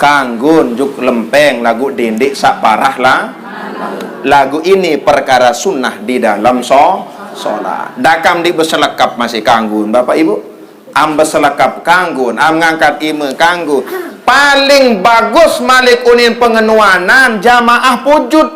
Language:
Sasak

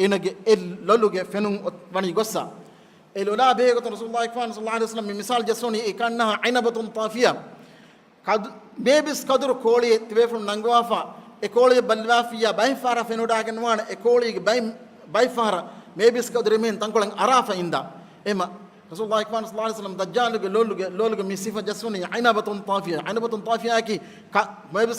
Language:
Divehi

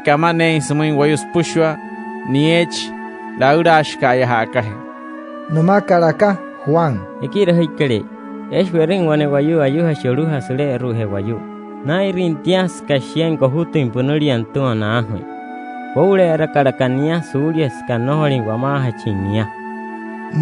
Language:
Wayuu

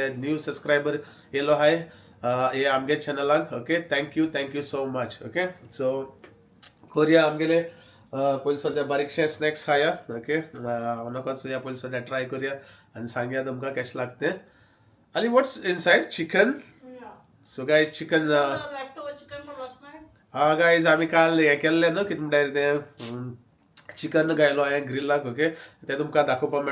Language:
Konkani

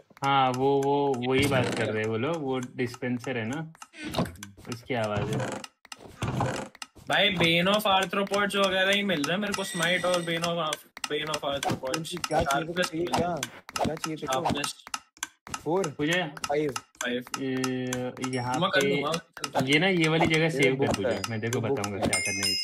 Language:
Hindi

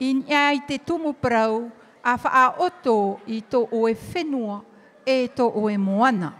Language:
Tahitian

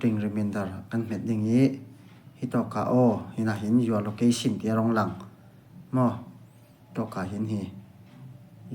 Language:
Falam Chin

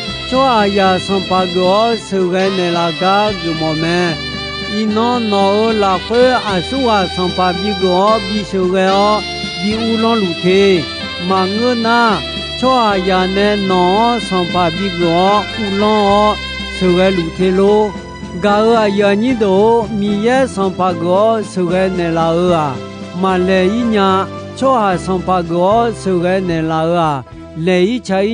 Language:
Akha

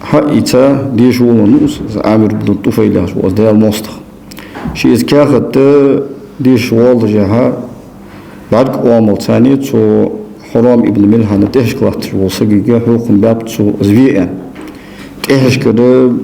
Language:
Ingush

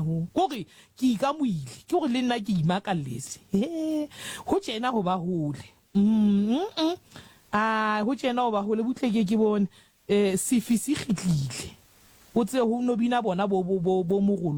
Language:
Southern Sotho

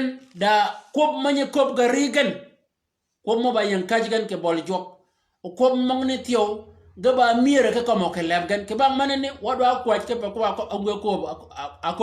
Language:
Shilluk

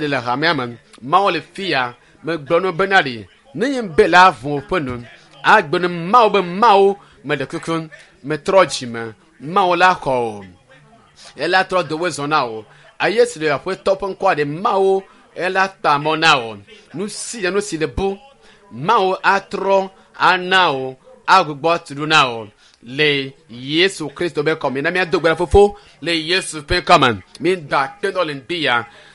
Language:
Ewe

